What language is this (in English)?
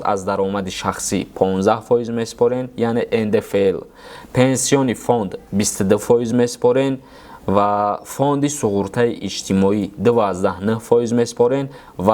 Tajik